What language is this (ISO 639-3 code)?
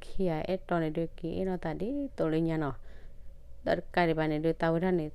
ksw